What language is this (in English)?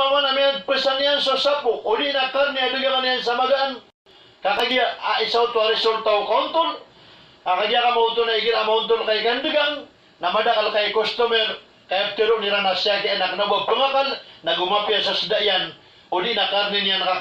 Maranao